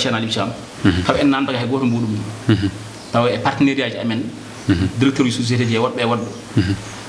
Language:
Fula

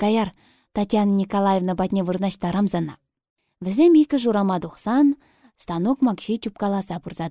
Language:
Chuvash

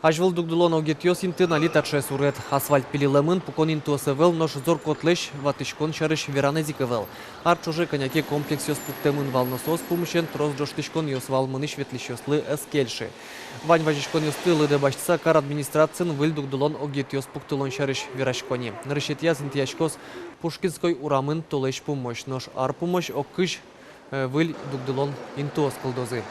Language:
Udmurt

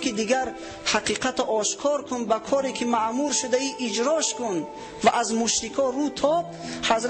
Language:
Tajik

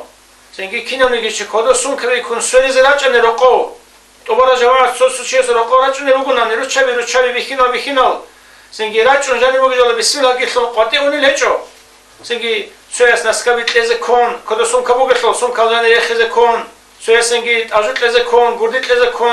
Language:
Avaric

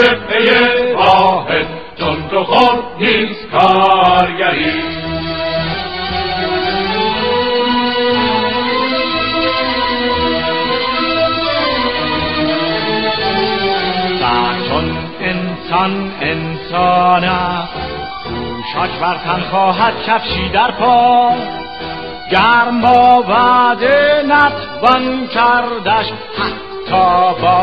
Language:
Persian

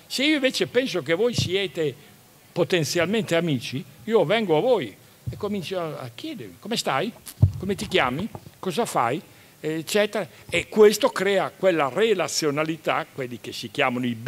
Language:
Italian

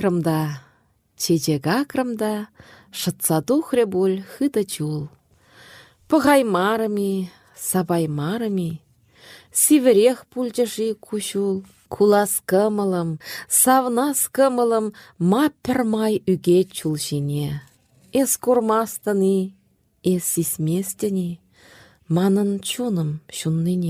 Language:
Chuvash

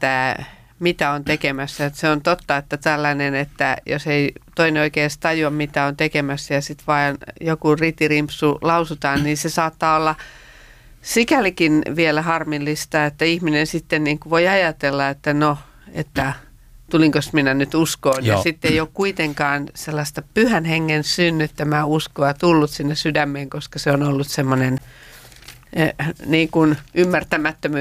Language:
Finnish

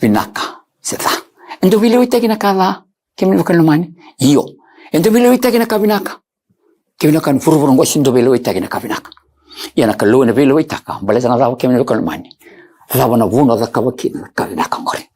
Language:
Fijian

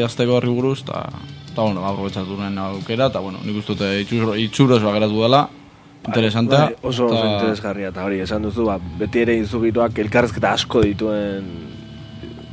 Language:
Basque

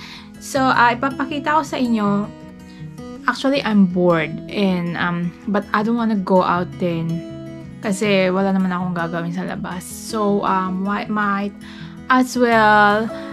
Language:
Filipino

